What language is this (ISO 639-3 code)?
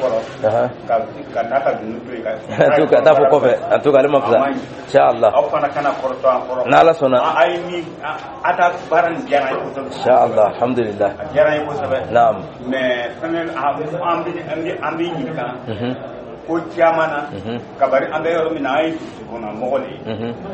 dyu